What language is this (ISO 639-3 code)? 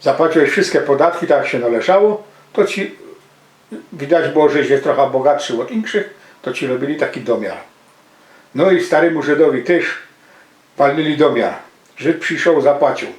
szl